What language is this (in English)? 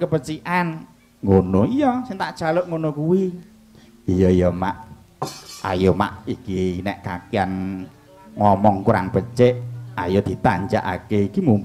Javanese